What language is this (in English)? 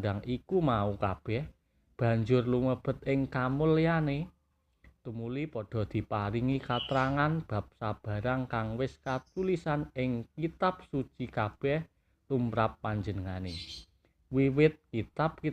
Javanese